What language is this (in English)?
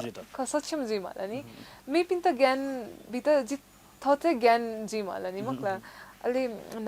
Newari